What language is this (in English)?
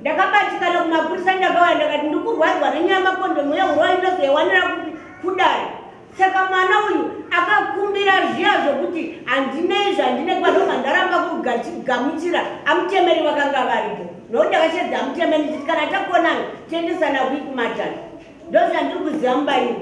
Shona